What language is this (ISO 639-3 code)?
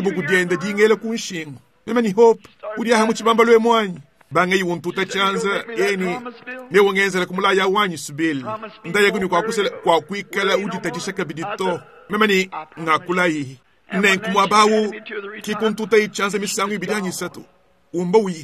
lua